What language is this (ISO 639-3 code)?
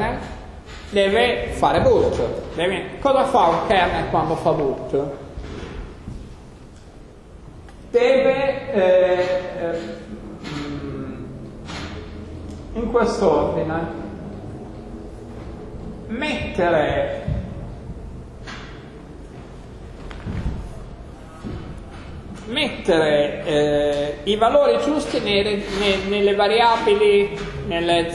ita